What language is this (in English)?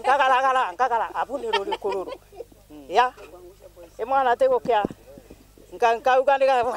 Meru